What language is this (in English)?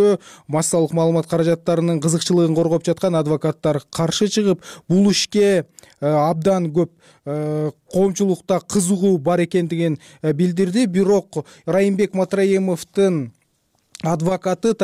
Kyrgyz